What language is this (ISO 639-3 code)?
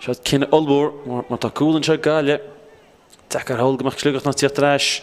gle